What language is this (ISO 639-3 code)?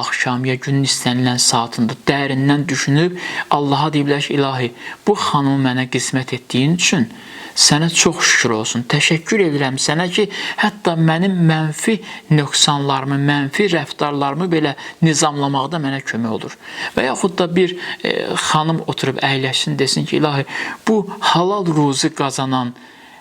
aze